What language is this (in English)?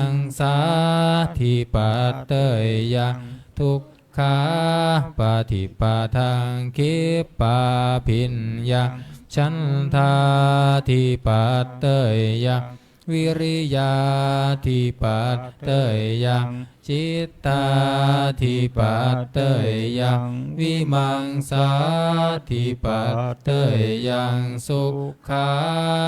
Pali